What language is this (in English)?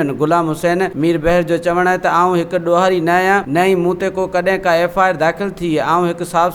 Sindhi